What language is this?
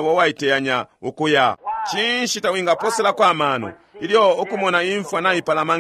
Bemba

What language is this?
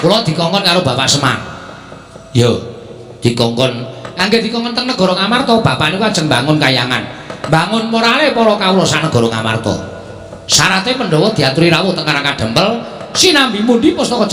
Javanese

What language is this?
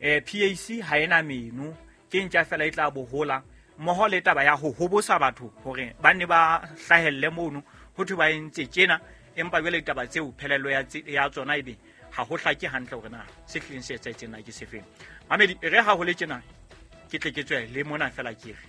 Southern Sotho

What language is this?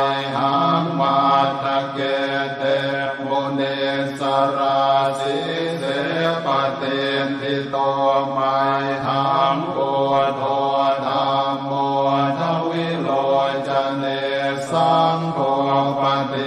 Pali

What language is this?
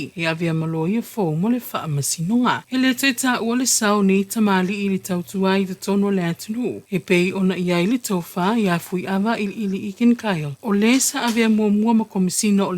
Samoan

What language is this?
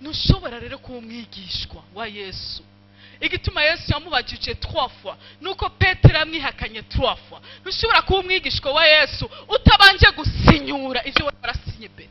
Rundi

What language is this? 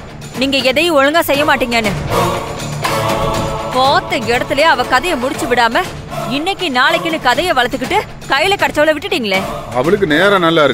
Tamil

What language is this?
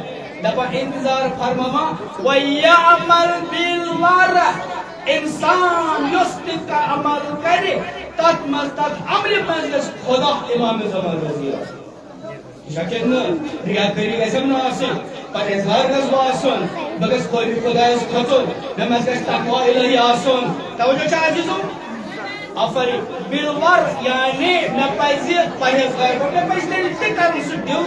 Kashmiri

